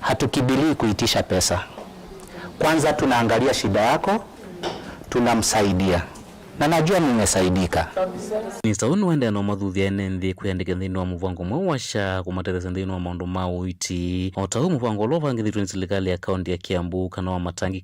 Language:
Kamba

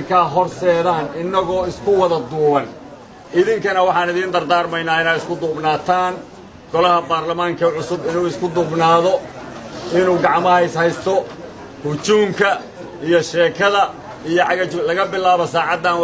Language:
Somali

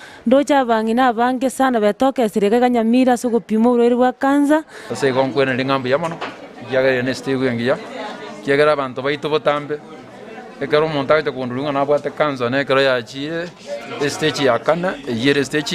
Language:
Gusii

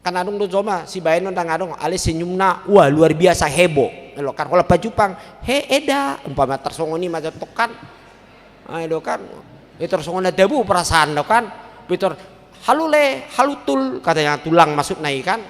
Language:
Batak Toba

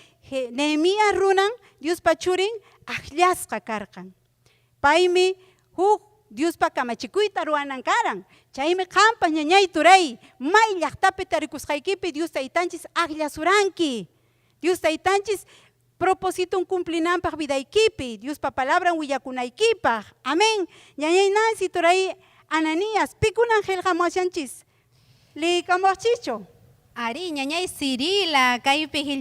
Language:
Ayacucho Quechua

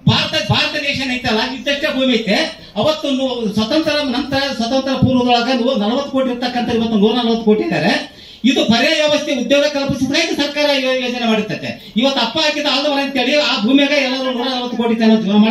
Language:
Kannada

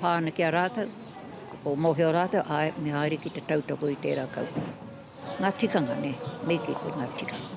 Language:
Māori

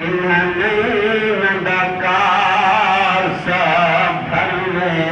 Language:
Saraiki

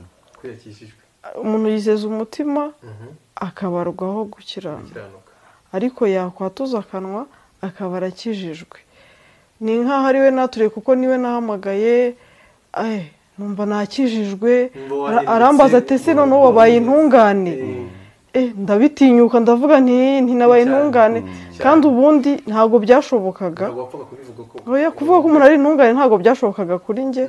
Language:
Kinyarwanda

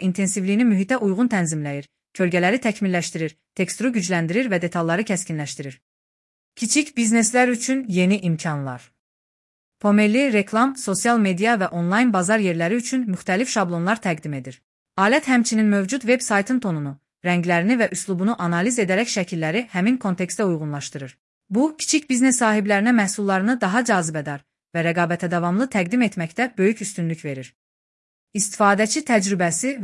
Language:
Azerbaijani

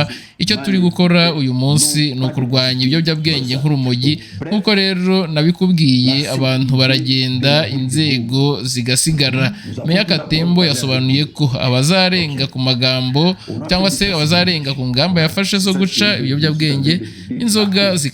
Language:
Kinyarwanda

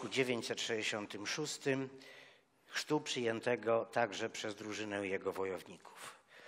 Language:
Polish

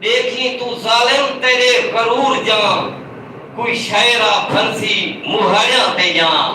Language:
Saraiki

